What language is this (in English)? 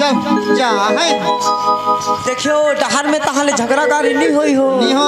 Chhattisgarhi